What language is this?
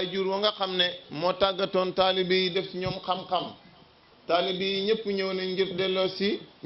Wolof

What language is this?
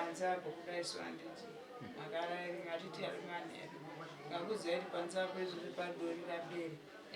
Shona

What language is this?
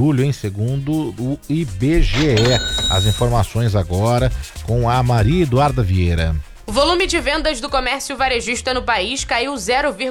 Portuguese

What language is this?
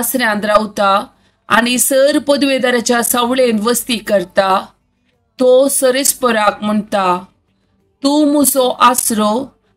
Konkani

